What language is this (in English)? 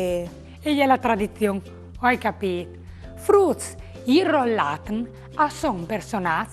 Friulian